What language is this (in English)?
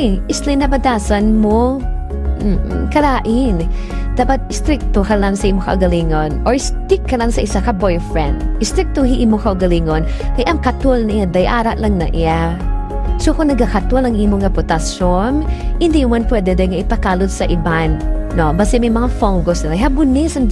Hiligaynon